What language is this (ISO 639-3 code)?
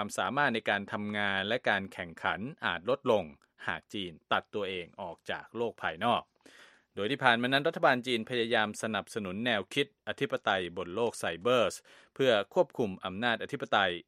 tha